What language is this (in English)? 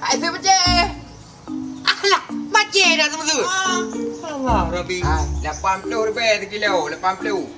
Achinese